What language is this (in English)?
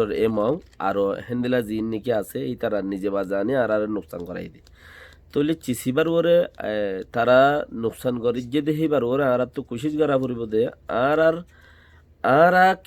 Rohingya